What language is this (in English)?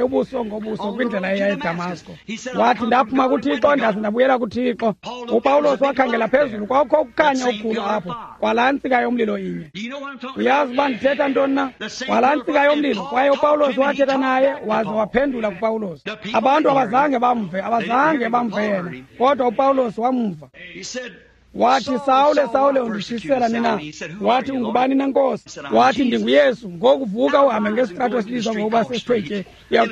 Xhosa